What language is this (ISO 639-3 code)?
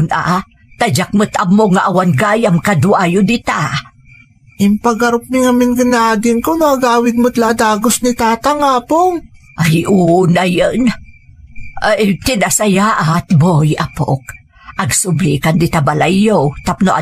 ilo